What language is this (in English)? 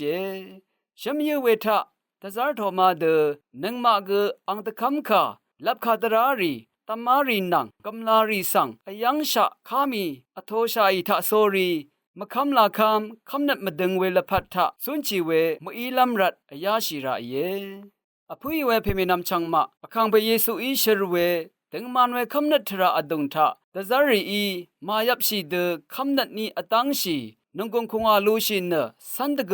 Rawang